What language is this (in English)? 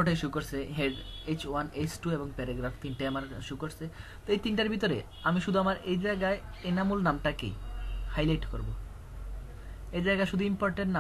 Bangla